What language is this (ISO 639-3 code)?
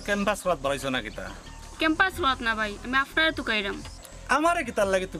syl